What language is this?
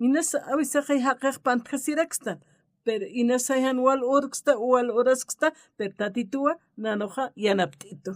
Aymara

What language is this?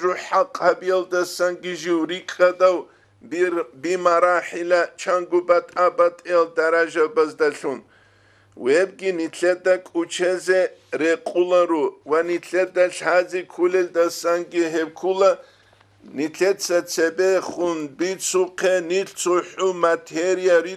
Avaric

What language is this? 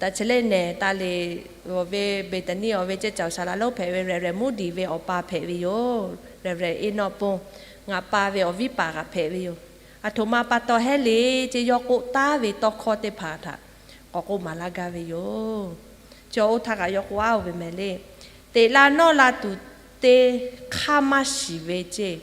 Lahu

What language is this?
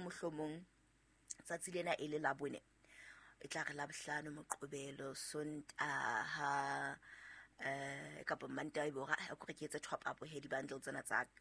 Southern Sotho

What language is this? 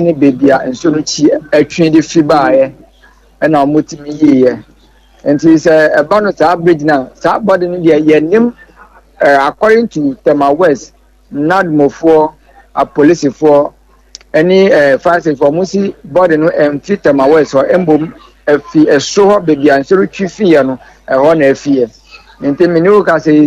Akan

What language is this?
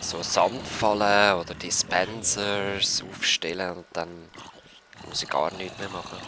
Swiss German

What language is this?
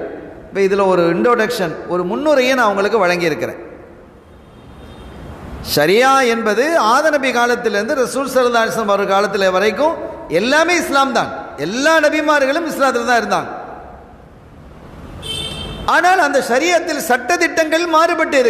Tamil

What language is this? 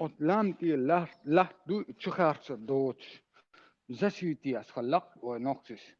Chechen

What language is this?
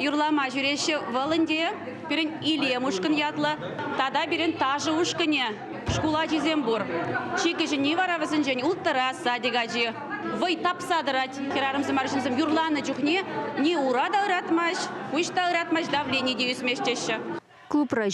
Chuvash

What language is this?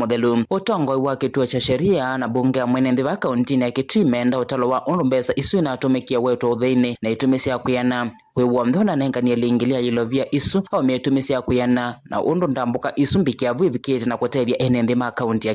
Kamba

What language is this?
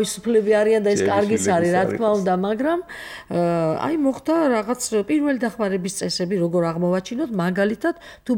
Georgian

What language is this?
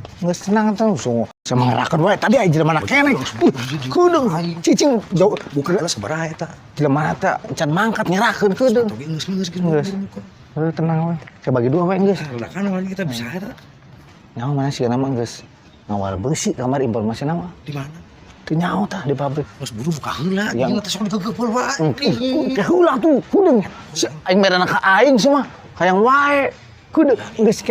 Sundanese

